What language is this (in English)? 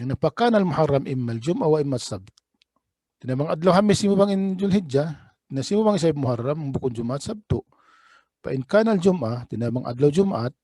Tausug